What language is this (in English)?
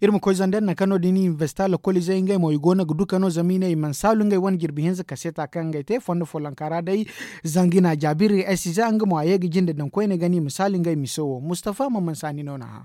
Zarma